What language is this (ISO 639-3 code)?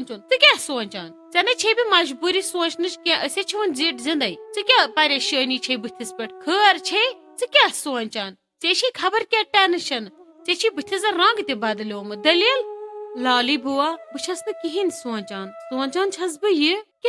kas